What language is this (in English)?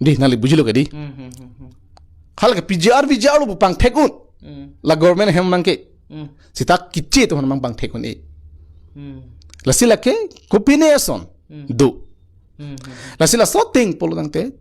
Karbi